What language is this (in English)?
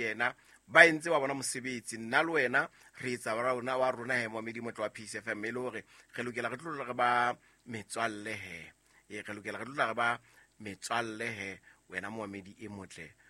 Southern Sotho